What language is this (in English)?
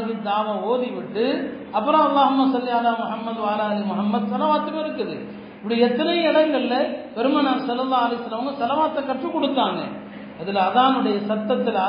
Tamil